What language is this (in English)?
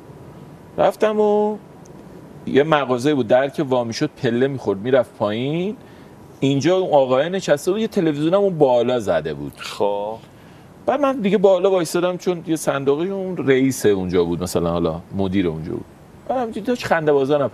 Persian